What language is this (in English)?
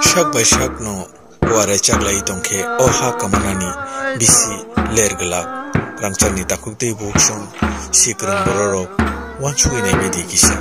Kok Borok